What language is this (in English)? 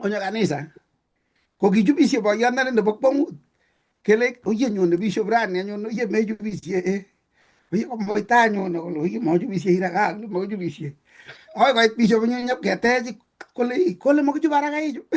Kalenjin